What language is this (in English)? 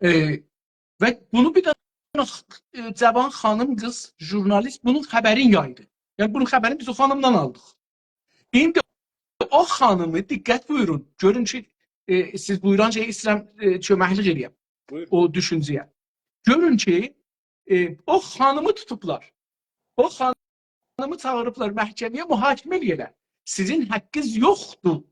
South Azerbaijani